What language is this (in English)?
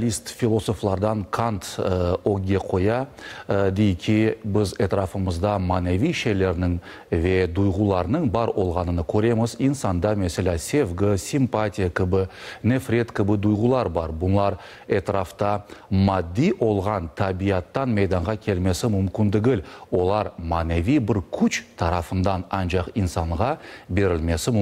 Crimean Tatar